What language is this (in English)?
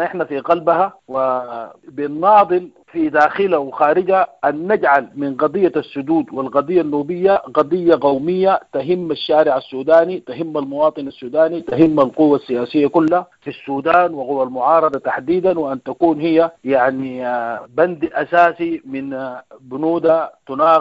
Sudanese Arabic